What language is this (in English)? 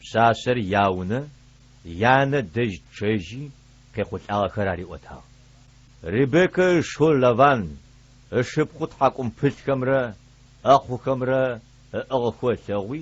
Adyghe